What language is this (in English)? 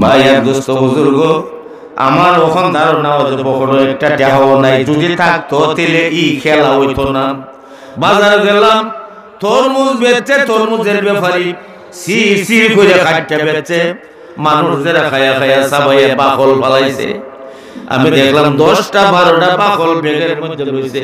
Sylheti